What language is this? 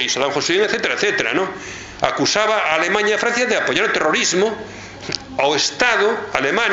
Galician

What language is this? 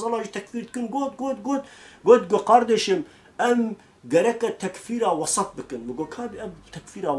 Kurdish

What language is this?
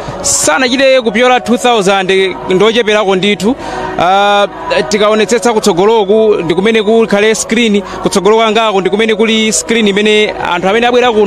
Nyanja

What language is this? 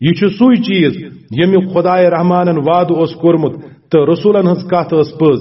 Kashmiri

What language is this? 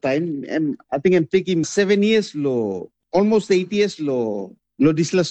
Tok Pisin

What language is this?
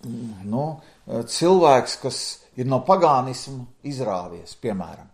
Latvian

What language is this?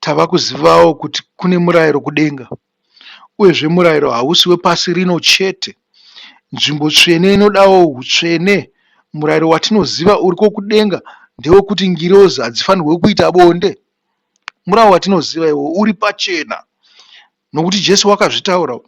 Shona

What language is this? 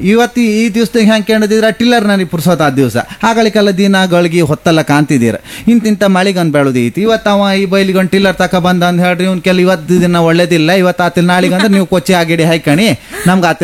Kannada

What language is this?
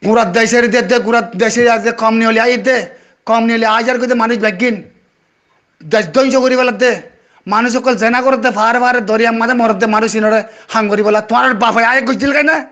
Rohingya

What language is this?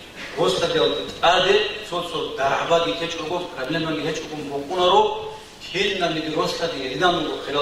Avaric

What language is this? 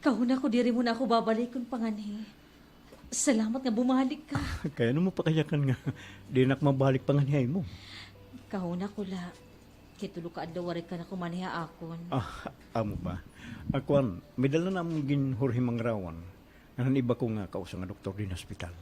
Waray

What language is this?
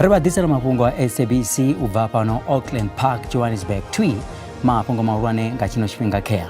Venda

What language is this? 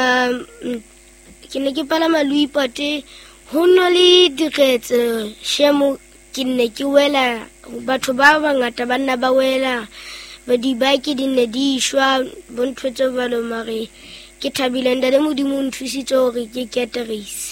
Southern Sotho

